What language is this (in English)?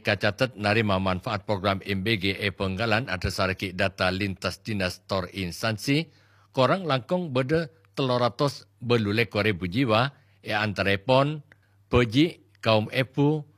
Madurese